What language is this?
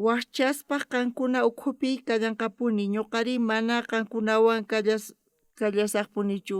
South Bolivian Quechua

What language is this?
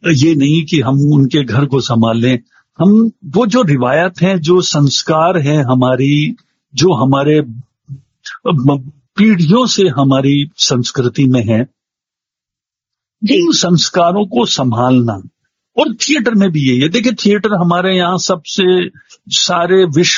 Hindi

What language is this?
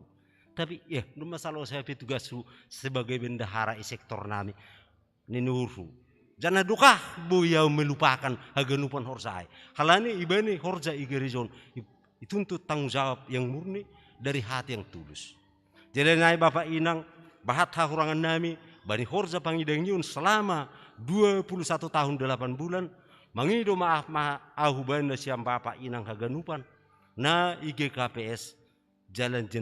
Batak Simalungun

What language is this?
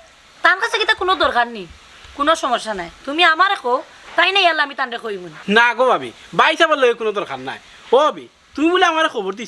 Sylheti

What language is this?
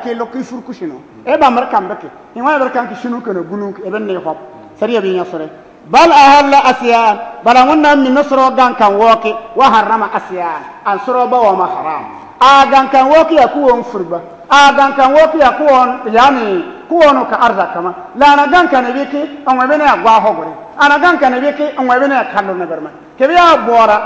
Bissa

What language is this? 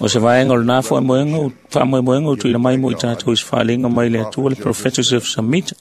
Samoan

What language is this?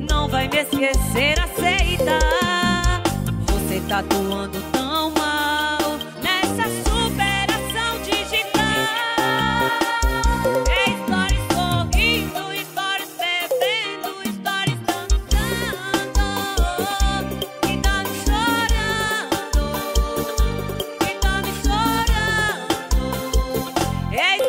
Portuguese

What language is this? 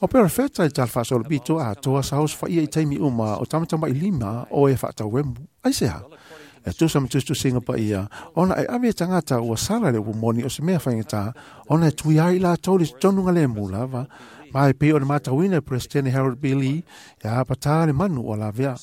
Samoan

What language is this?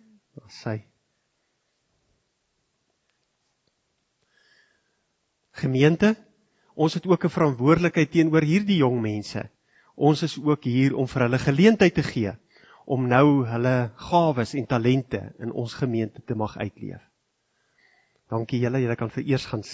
Afrikaans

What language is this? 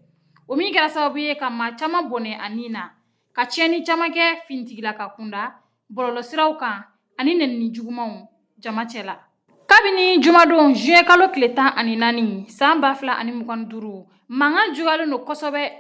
Bambara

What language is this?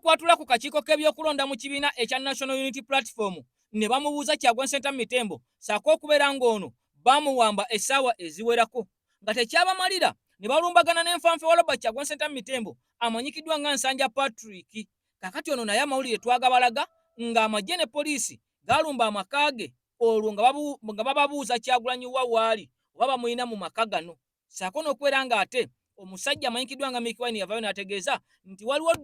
Ganda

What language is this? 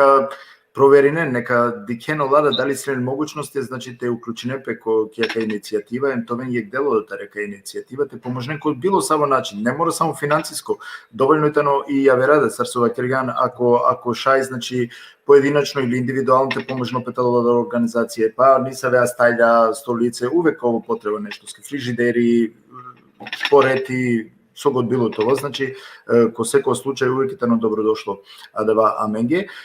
Balkan Romani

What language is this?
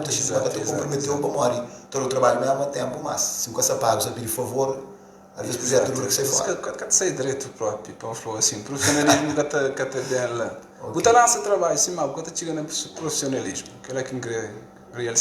Kabuverdianu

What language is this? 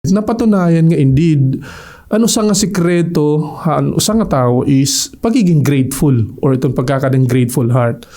Waray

